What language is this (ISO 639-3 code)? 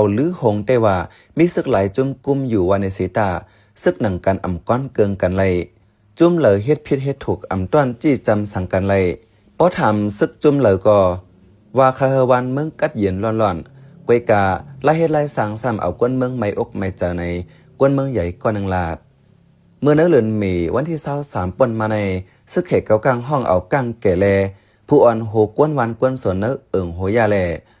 shn